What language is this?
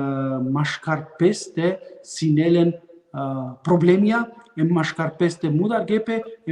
Balkan Romani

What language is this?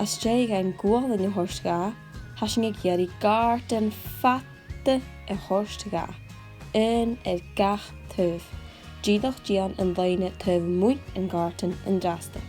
Scottish Gaelic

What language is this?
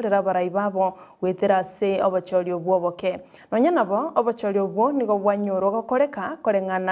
Gusii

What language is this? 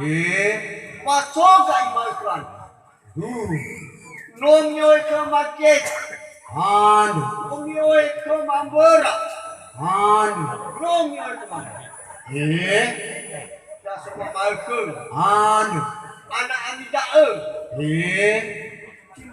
Nias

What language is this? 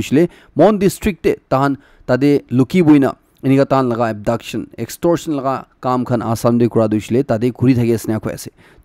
Naga Pidgin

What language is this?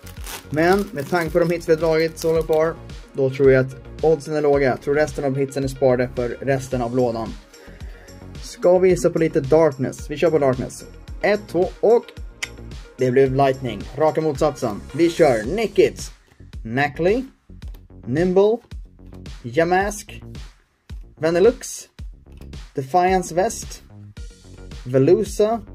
Swedish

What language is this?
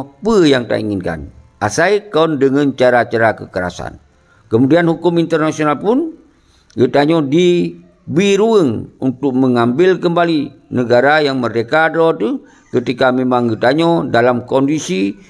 Achinese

